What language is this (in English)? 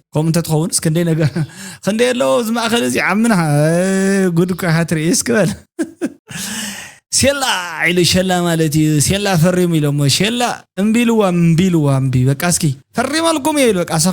Tigrinya